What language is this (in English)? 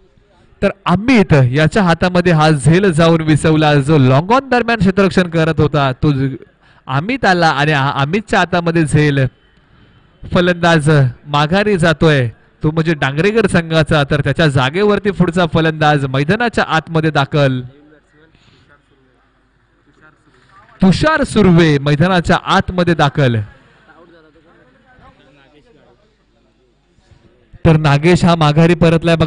Marathi